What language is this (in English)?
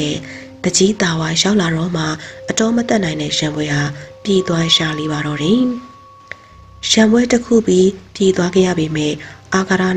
Burmese